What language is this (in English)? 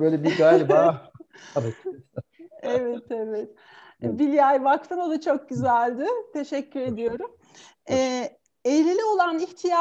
Turkish